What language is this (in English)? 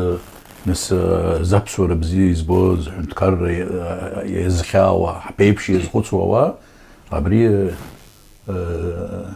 Abkhazian